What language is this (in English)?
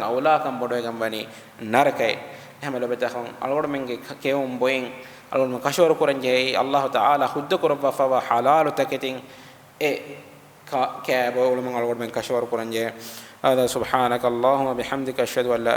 Divehi